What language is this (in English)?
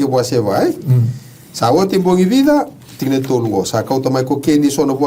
Fijian